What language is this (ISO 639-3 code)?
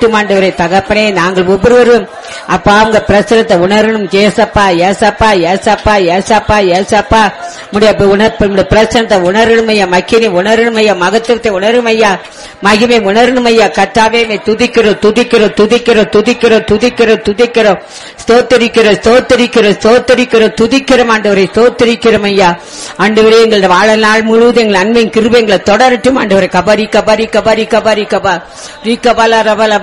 tam